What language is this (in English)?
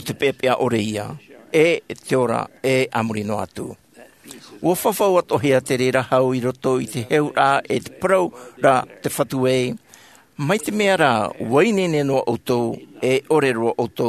Tahitian